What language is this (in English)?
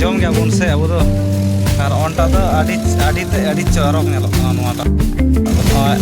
Santali